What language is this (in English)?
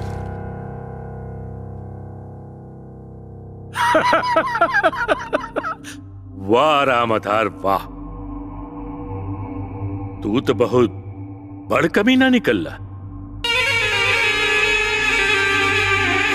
Bhojpuri